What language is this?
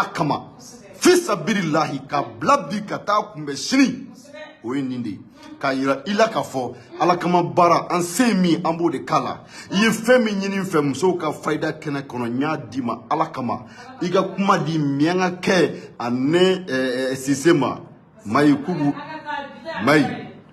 Bambara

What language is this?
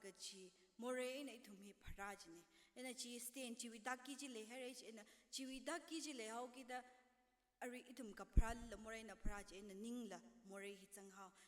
Tangkhul Naga (India)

